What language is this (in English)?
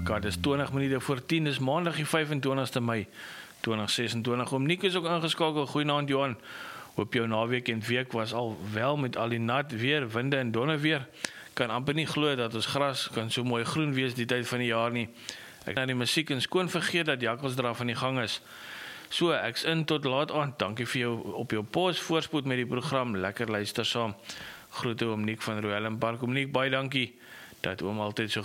Afrikaans